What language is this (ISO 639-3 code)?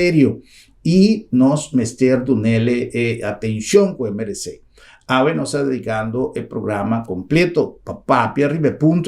pap